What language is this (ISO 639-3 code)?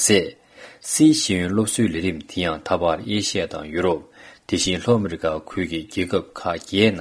bod